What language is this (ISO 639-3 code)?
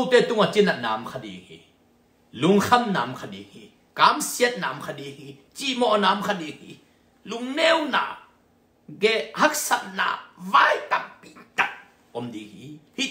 ctd